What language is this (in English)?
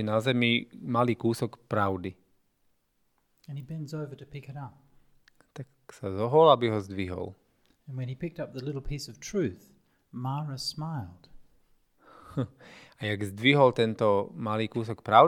Slovak